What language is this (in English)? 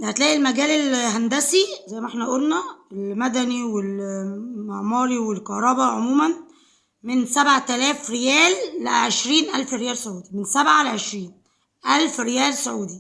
Egyptian Arabic